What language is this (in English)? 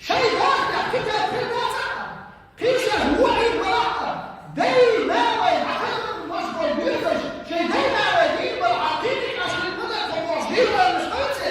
Chechen